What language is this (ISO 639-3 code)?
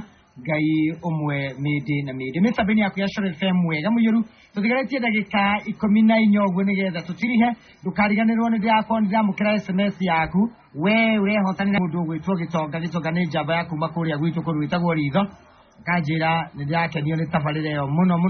kik